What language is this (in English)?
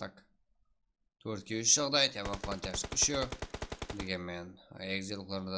Kara-Kalpak